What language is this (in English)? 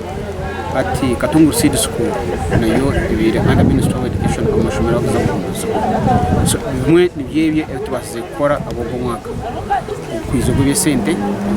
Nyankole